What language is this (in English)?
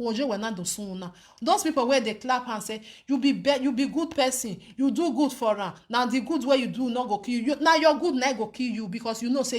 Nigerian Pidgin